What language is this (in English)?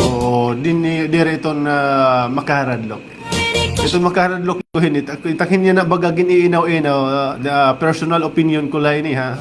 Waray